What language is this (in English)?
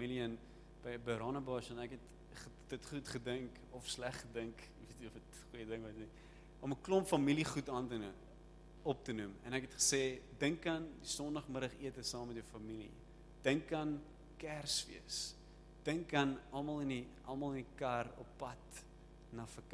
Afrikaans